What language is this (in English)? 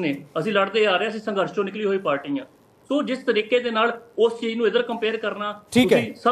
Punjabi